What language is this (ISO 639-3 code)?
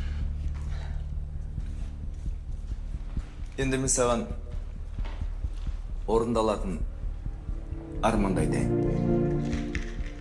kaz